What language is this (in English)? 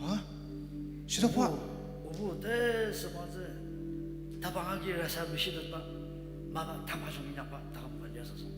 Ao Naga